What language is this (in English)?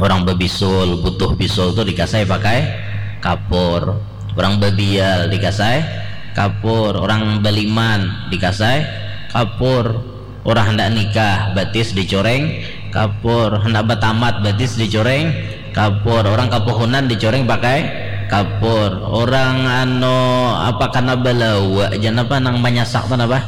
Banjar